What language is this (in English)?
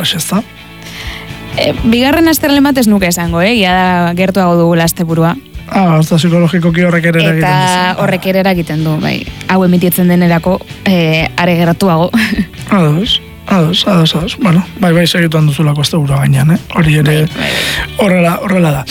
Basque